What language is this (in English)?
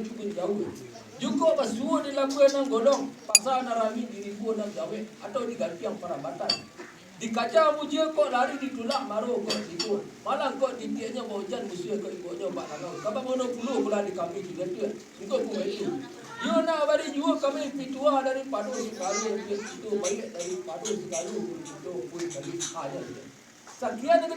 Minangkabau